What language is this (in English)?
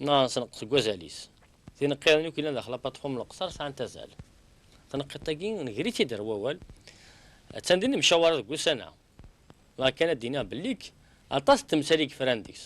Kabyle